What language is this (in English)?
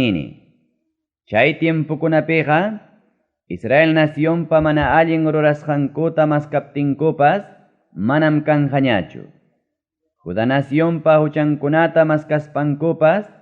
Ayacucho Quechua